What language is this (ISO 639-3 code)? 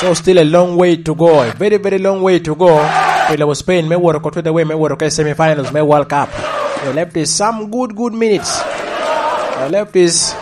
laj